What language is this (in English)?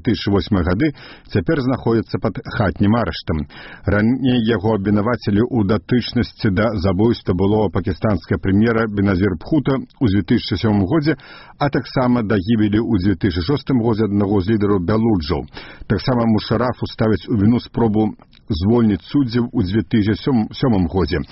Belarusian